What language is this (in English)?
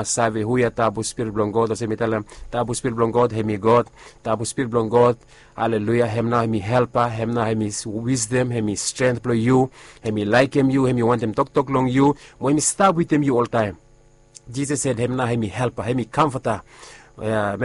Bislama